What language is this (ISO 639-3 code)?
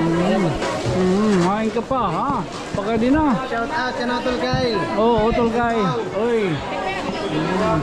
war